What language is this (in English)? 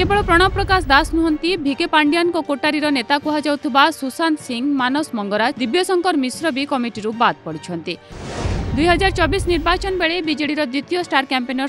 Odia